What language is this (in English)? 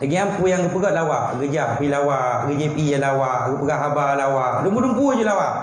Achinese